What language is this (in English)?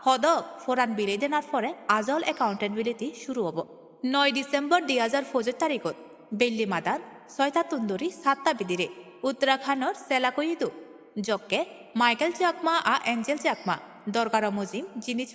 Chakma